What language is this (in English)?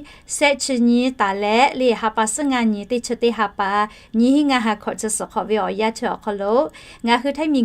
Lahu